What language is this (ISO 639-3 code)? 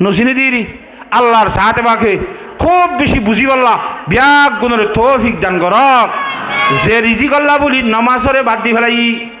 rhg